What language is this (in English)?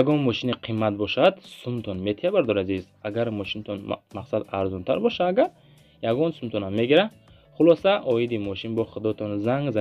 Tajik